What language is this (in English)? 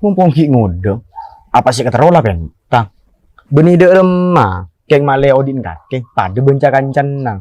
Madurese